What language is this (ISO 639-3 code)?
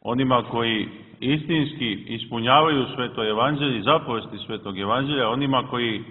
srp